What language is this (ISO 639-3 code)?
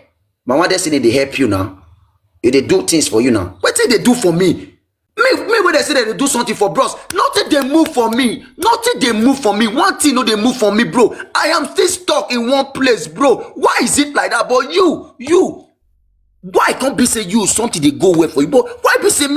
pcm